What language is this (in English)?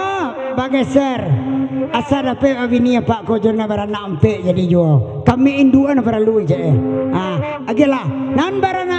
Minangkabau